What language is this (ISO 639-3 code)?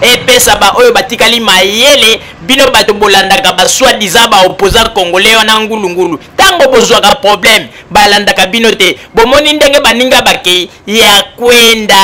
lin